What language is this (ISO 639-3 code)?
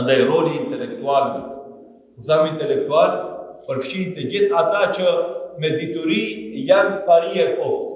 sqi